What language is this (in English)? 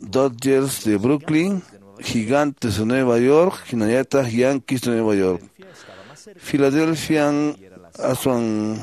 Quechua